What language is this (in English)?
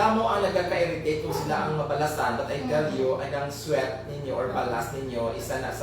Hiligaynon